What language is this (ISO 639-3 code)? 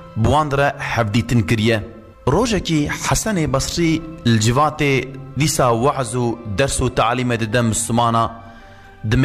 kur